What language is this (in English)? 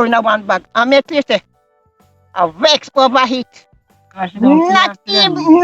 Jamaican Creole English